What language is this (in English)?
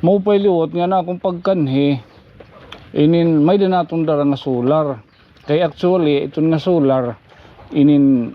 Waray